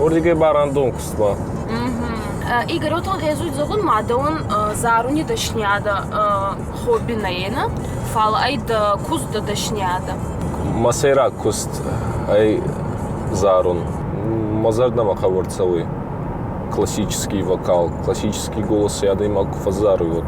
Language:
Ossetic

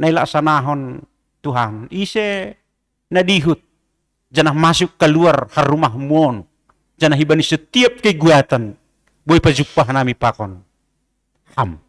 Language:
Batak Simalungun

